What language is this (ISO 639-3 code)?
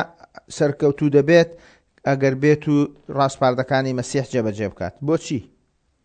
ckb